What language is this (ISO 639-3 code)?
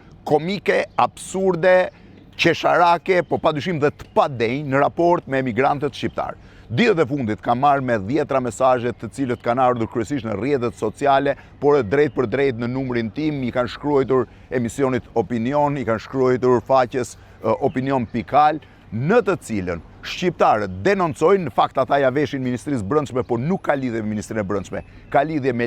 sqi